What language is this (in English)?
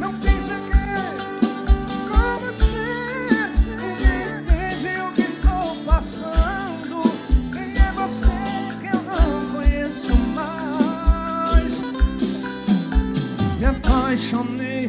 Portuguese